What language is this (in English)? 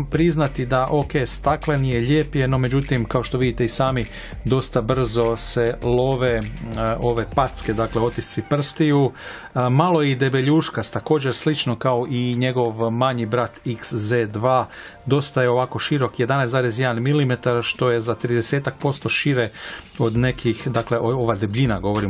Croatian